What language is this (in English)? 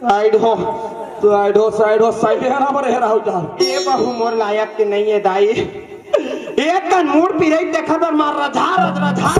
Chhattisgarhi